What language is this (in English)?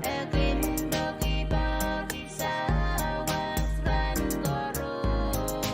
Pohnpeian